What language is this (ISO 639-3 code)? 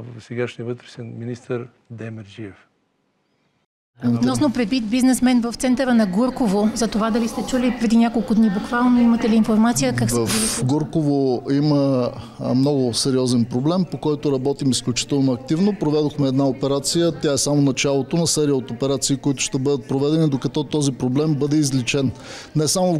bul